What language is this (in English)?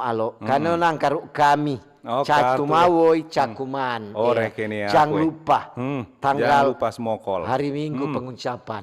Manado Malay